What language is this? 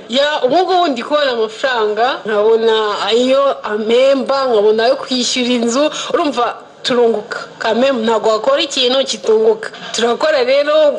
Kinyarwanda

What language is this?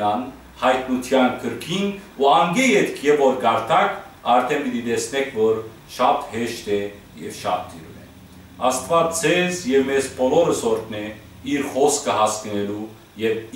Western Armenian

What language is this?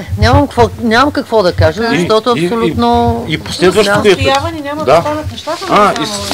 Bulgarian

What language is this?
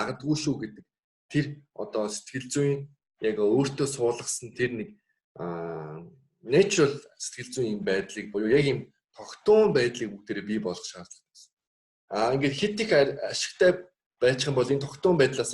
Mongolian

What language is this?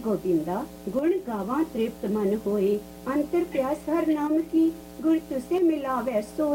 Punjabi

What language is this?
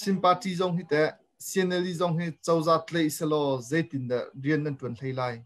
Hakha Chin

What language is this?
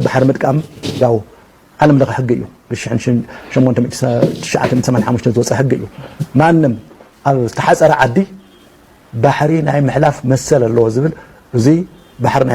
Tigrinya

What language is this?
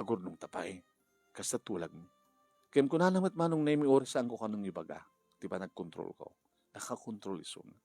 Iloko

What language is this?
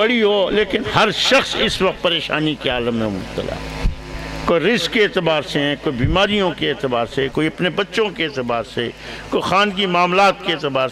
Urdu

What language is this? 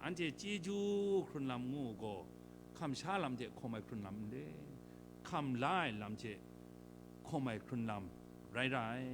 Kachin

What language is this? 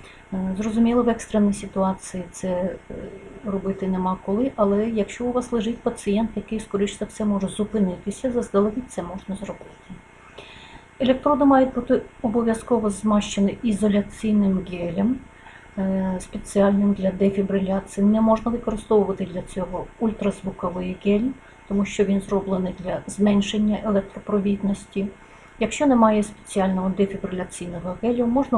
Ukrainian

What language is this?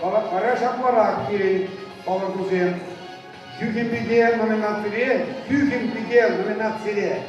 Chuvash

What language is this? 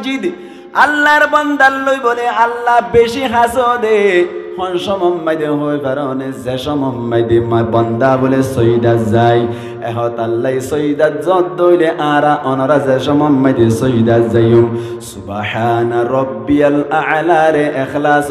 Rohingya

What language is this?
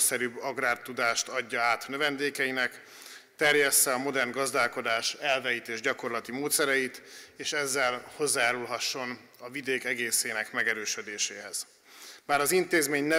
Hungarian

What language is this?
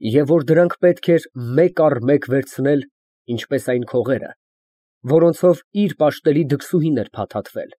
Armenian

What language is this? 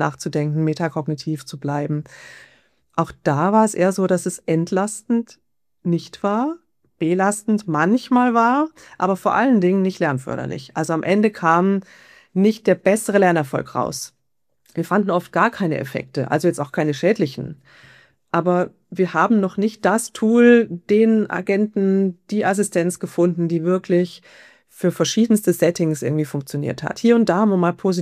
German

